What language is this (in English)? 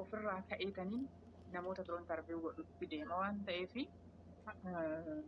Oromo